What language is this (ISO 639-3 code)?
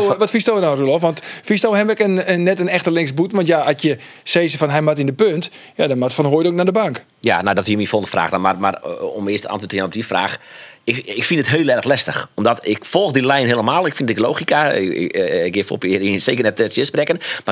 fry